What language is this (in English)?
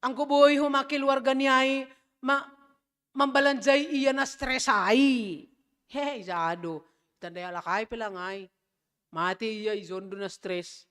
Batak Simalungun